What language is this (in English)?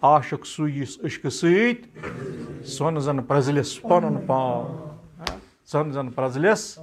Kashmiri